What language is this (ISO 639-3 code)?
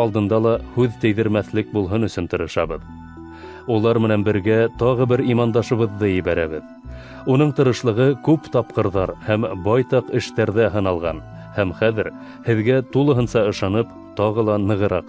bak